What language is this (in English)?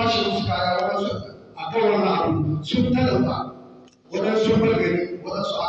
Hausa